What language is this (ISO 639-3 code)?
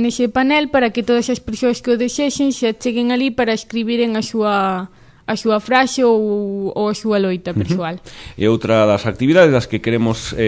glg